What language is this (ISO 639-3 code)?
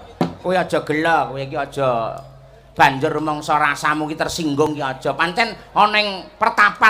jav